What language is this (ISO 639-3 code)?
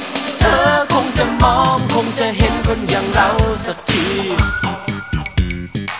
tha